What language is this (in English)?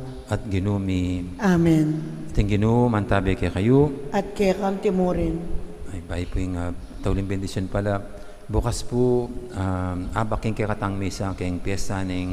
Pampanga